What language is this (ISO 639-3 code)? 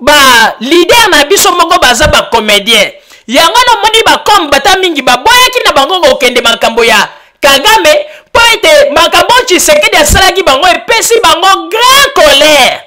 lin